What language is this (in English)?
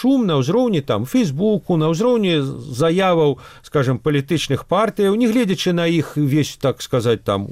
Belarusian